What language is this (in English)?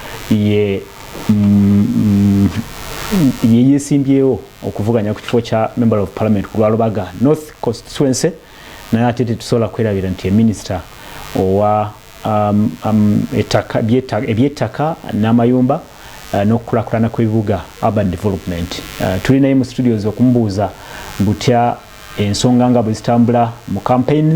Ganda